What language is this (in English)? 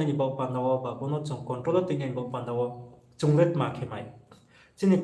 Riang (India)